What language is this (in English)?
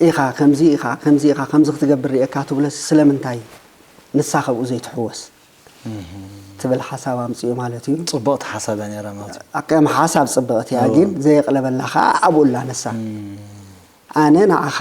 Tigrinya